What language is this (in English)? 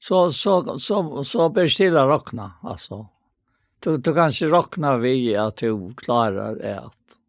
Faroese